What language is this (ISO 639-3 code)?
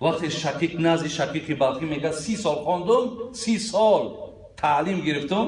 tgk